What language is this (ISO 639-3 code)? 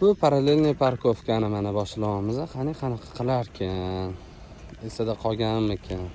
uzb